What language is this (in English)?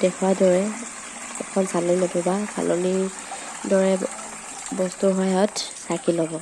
Assamese